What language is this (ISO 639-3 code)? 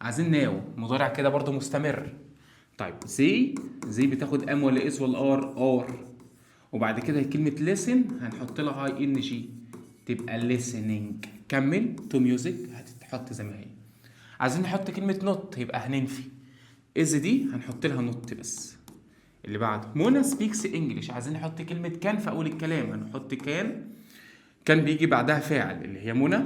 arz